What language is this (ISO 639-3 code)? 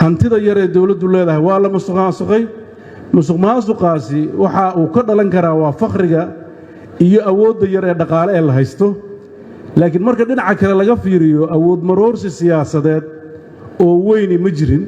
som